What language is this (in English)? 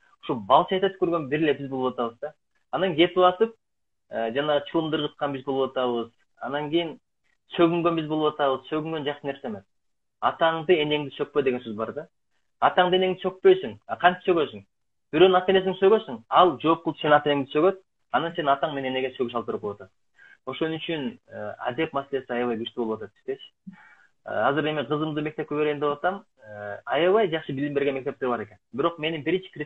Kyrgyz